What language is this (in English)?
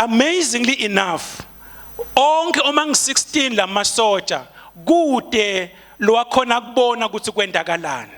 Swati